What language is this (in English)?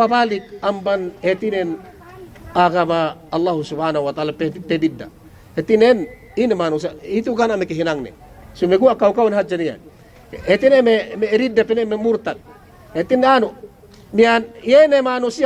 Yakan